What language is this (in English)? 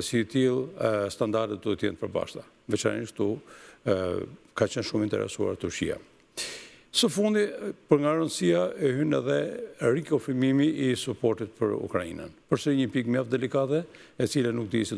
Albanian